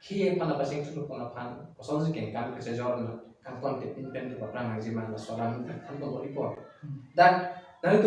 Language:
Karbi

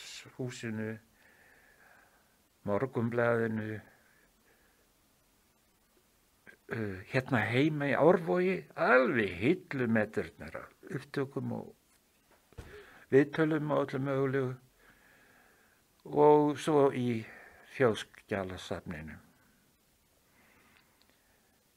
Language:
Icelandic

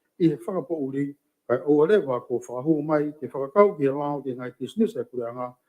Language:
Tongan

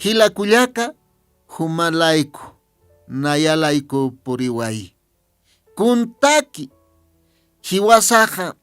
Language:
Aymara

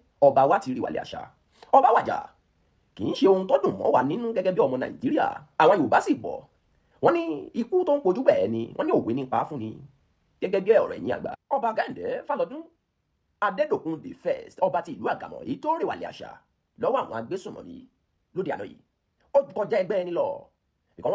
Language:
Yoruba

